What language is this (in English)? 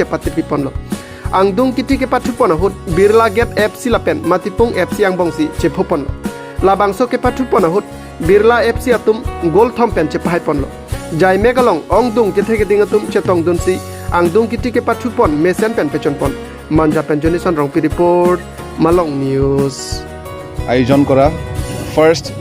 Karbi